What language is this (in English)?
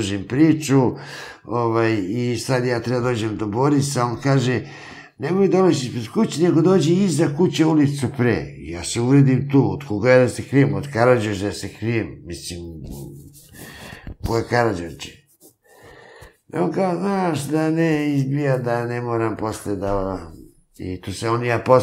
Serbian